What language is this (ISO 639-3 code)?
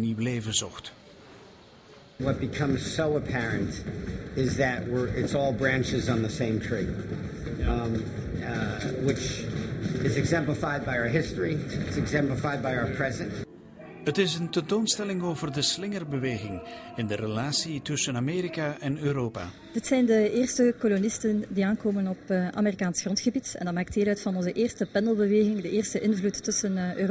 nld